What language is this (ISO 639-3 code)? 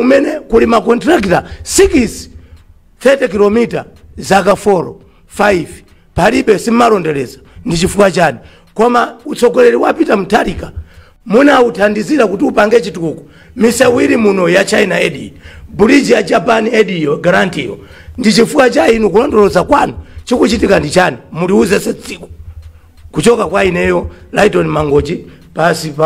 nya